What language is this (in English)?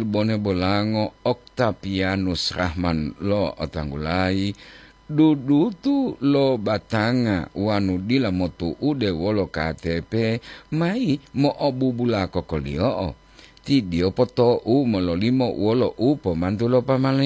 Gorontalo